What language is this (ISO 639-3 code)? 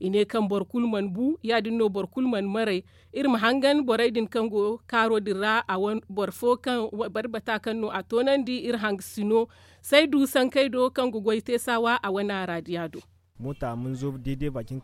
dje